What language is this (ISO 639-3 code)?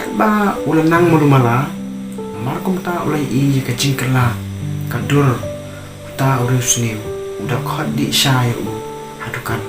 kha